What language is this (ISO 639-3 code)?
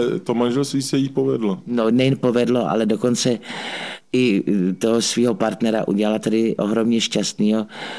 ces